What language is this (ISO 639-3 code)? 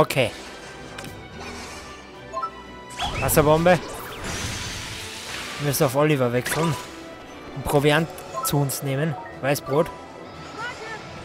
deu